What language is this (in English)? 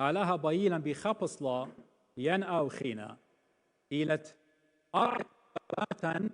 Assyrian Neo-Aramaic